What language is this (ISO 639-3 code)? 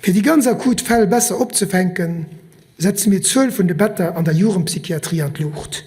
ltz